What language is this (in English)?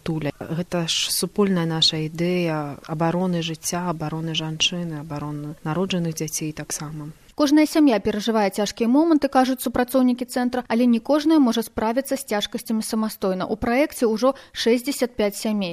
Belarusian